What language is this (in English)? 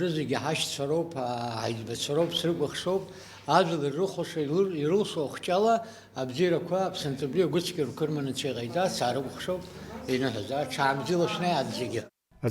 Abkhazian